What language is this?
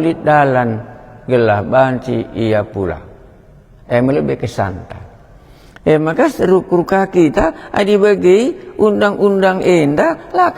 Batak Karo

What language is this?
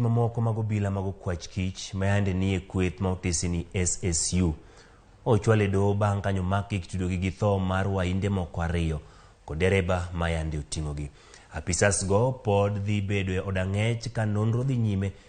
Luo (Kenya and Tanzania)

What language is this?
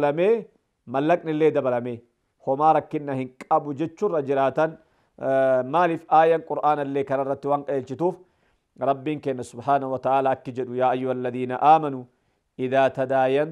Oromo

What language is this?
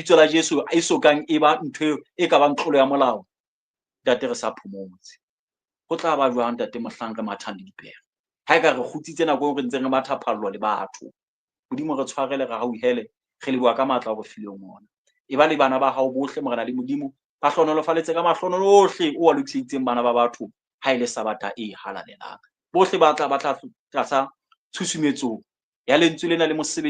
Southern Sotho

